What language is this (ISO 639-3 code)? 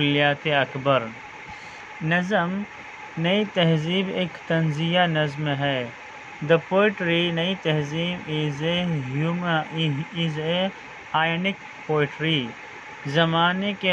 urd